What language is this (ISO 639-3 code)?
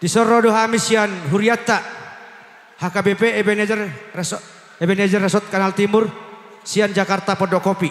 bbc